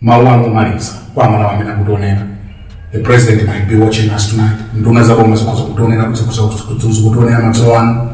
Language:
Nyanja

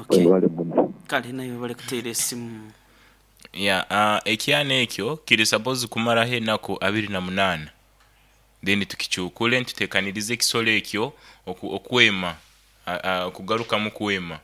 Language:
Nyankole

